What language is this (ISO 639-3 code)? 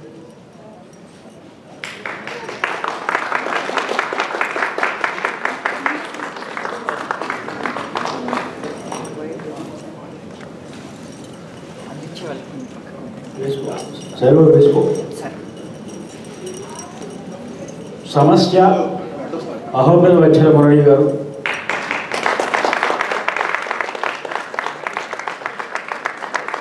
tel